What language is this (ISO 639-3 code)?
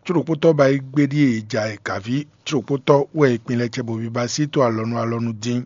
fon